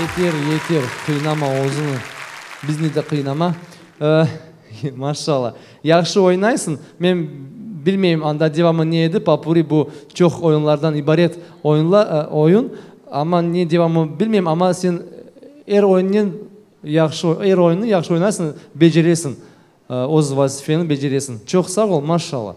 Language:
Crimean Tatar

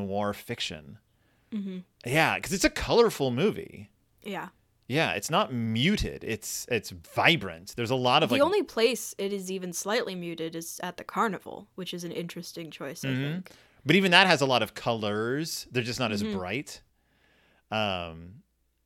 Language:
English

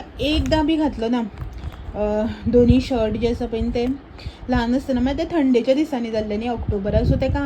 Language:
Konkani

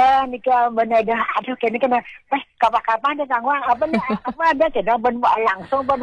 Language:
Balinese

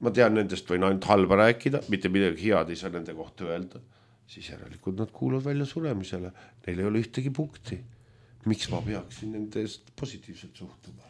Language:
Estonian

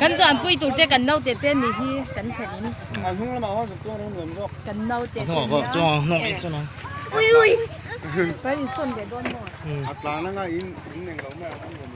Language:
Mizo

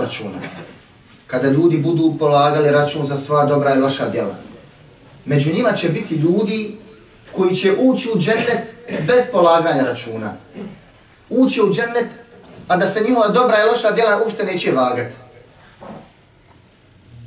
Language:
Bosnian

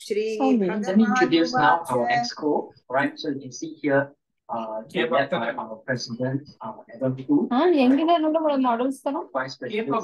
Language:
Sanskrit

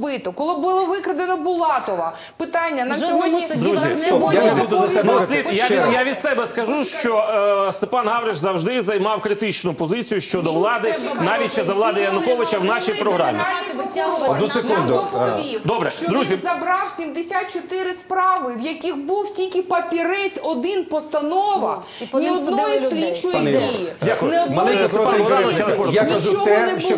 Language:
Ukrainian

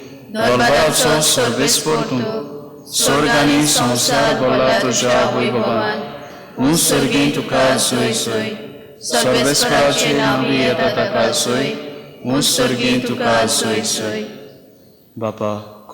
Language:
Konkani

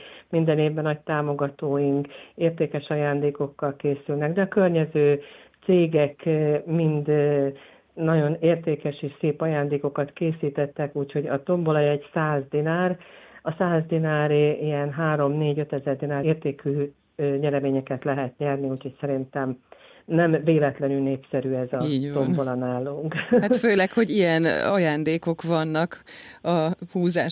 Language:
Hungarian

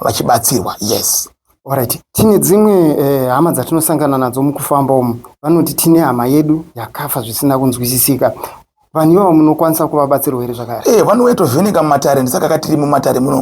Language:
Shona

